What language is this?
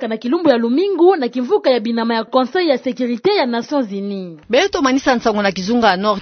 Kituba (Democratic Republic of Congo)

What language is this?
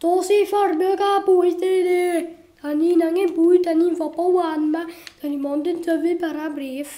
Welsh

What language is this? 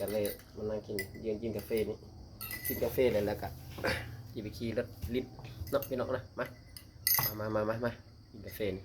Northeastern Thai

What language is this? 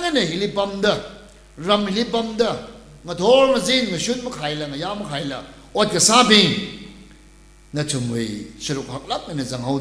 Tangkhul Naga (India)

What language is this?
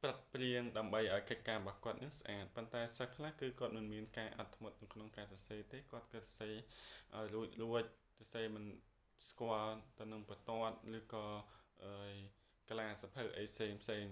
Khmer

